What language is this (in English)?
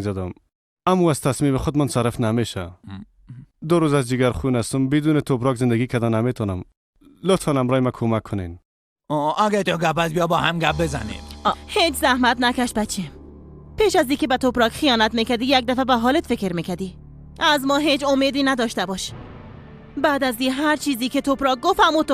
Persian